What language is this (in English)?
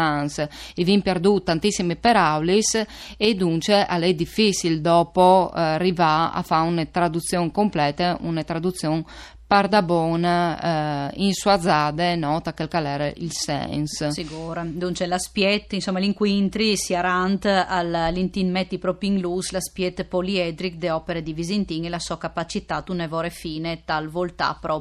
Friulian